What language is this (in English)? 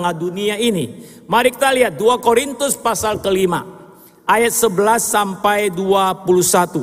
Indonesian